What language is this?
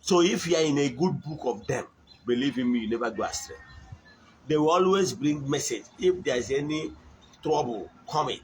Igbo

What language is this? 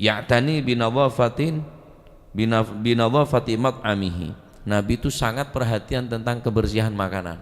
Madurese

